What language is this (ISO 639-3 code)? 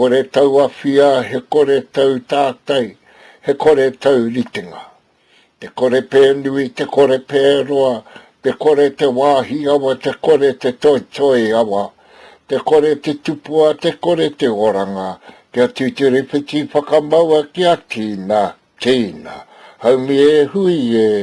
mri